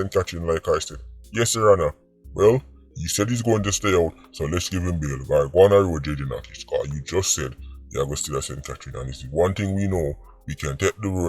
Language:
Jamaican Creole English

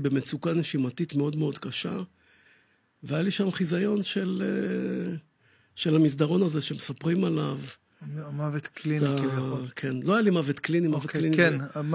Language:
Hebrew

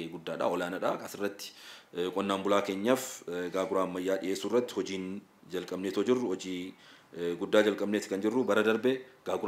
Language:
Oromo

